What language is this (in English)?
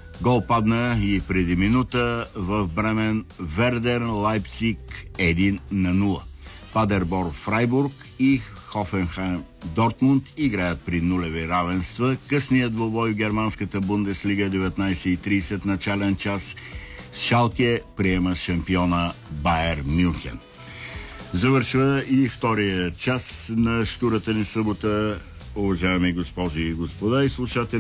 Bulgarian